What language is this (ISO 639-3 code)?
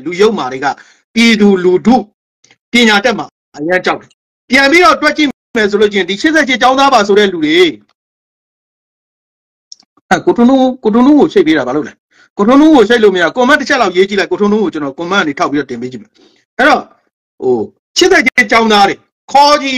mya